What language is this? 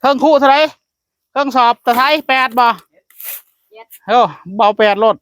Northeastern Thai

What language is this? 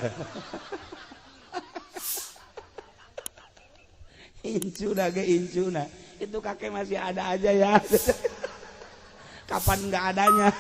Sundanese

